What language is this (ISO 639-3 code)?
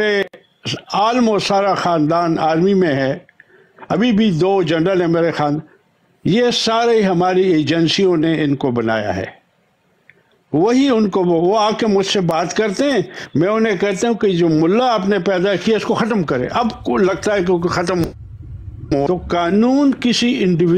urd